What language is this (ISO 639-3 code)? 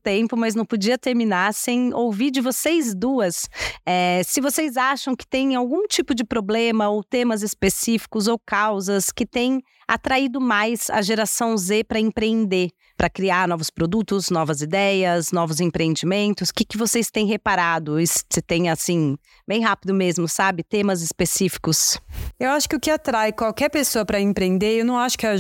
por